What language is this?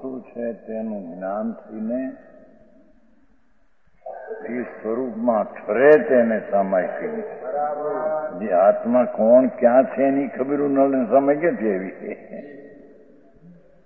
Gujarati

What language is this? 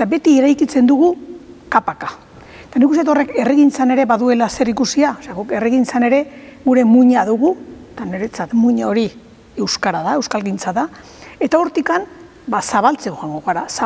Basque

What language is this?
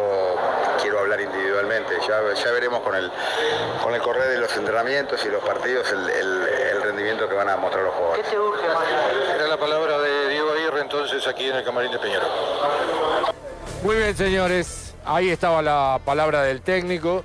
Spanish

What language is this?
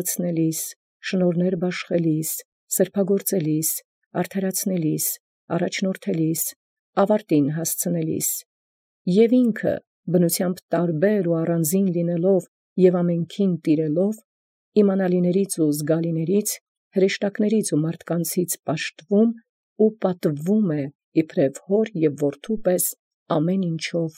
Armenian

